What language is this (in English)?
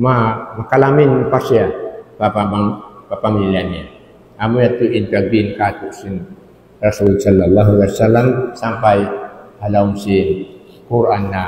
Tausug